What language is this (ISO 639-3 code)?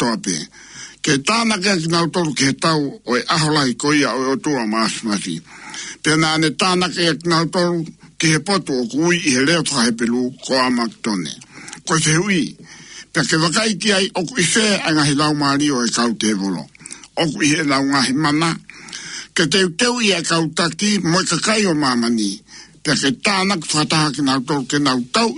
ton